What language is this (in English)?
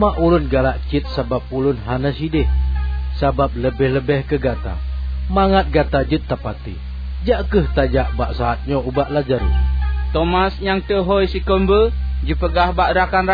Achinese